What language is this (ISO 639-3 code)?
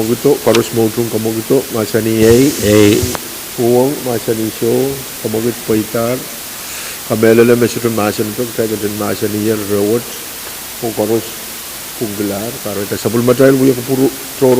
pon